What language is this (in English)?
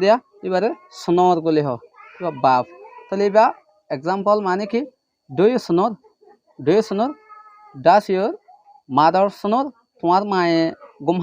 Rohingya